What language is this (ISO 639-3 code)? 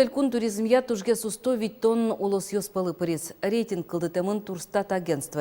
udm